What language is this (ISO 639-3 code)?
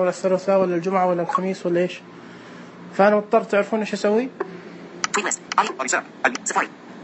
ars